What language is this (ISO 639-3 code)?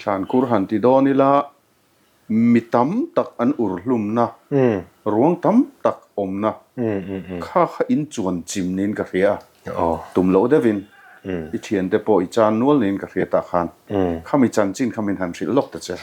lus